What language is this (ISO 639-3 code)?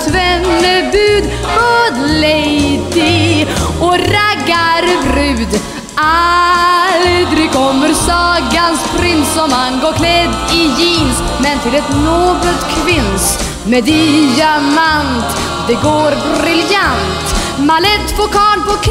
swe